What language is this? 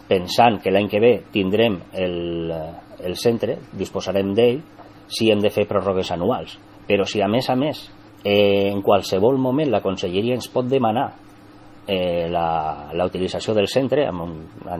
Catalan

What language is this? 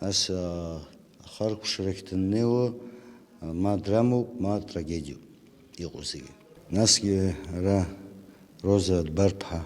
Abkhazian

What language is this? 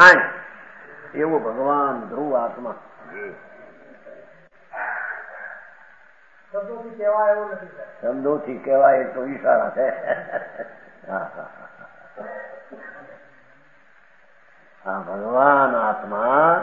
Gujarati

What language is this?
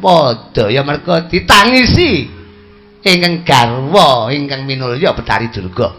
Javanese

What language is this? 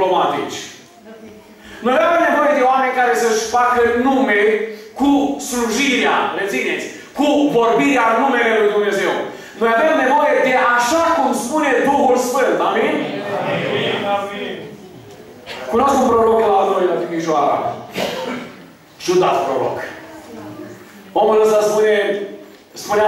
Romanian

